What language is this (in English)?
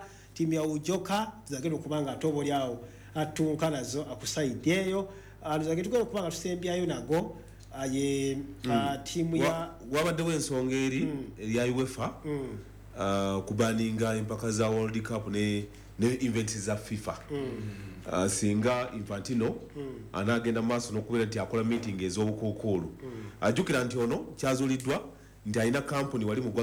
Ganda